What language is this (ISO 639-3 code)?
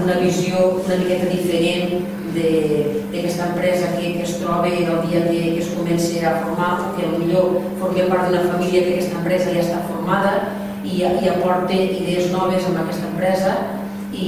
cat